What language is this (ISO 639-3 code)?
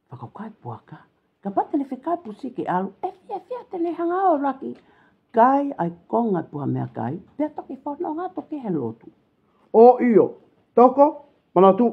ton